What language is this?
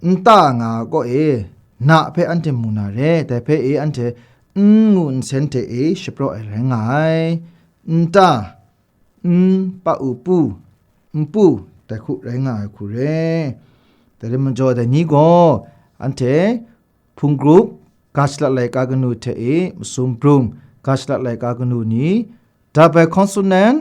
Kachin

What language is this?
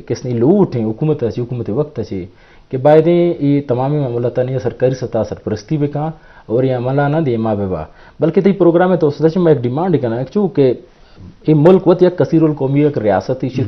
Eastern Balochi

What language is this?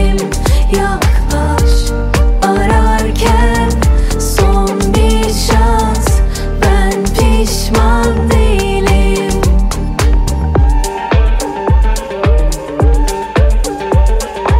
Turkish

